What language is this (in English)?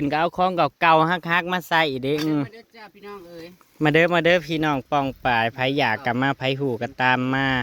Northeastern Thai